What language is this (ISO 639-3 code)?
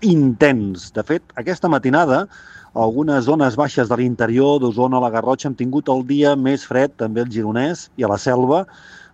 cat